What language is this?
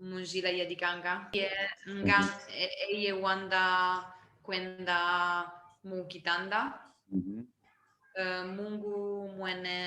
Kimbundu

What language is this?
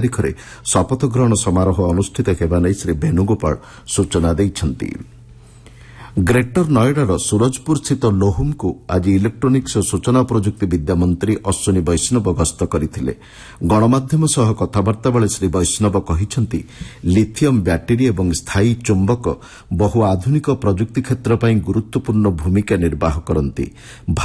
Odia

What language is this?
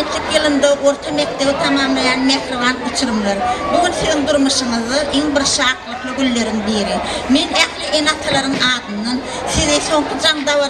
Turkmen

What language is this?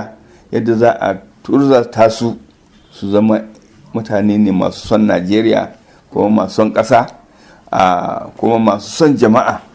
Hausa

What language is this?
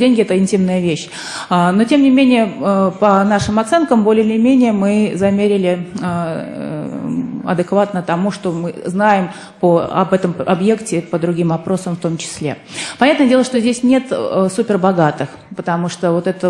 Russian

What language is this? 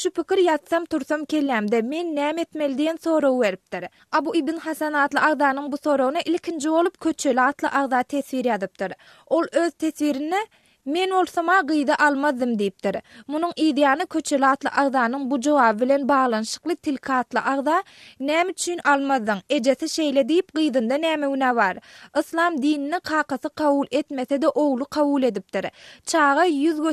Turkmen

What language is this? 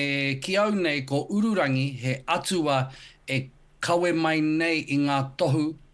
Māori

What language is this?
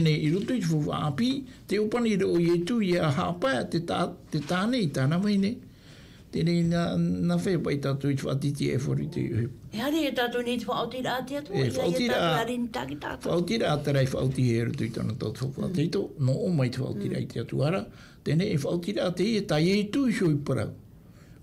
Tahitian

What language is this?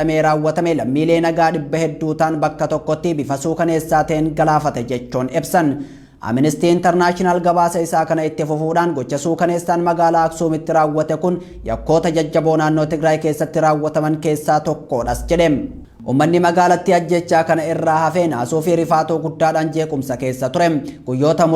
Oromo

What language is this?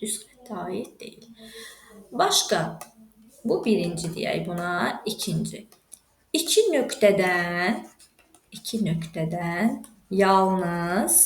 Azerbaijani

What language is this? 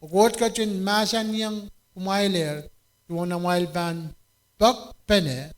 Pohnpeian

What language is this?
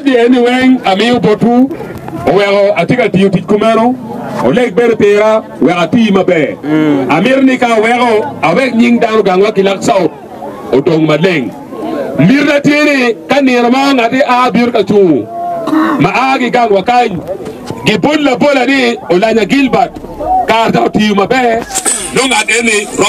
Acoli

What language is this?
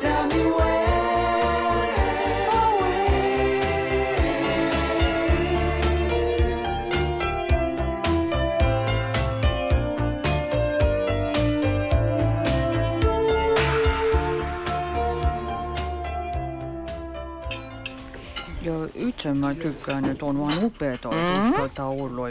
Finnish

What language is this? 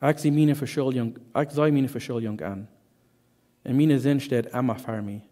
Plautdietsch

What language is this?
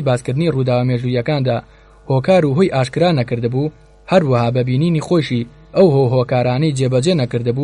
Central Kurdish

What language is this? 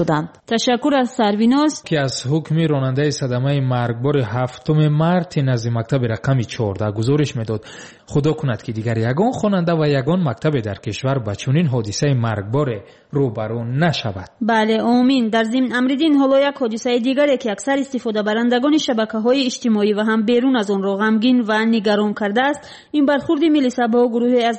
Tajik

